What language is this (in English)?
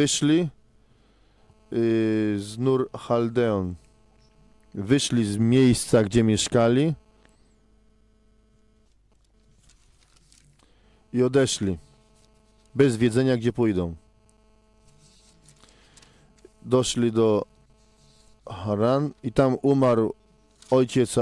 Polish